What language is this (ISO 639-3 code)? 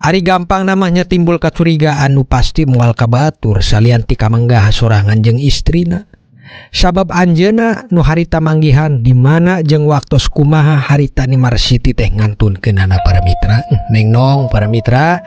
sun